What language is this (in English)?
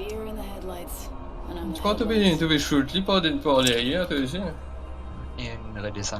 Morisyen